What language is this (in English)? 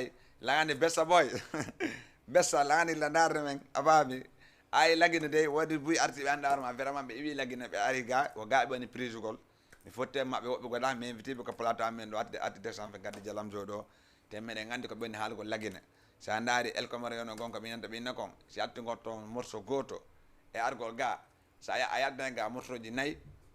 Fula